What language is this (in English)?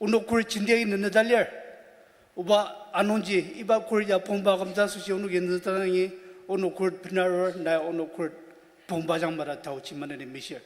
Ao Naga